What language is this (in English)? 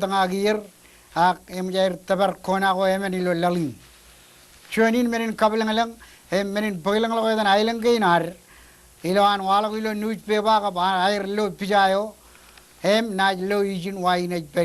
Marshallese